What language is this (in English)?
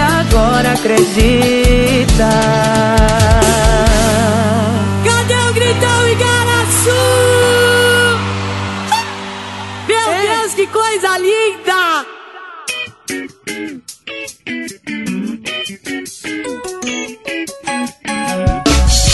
Portuguese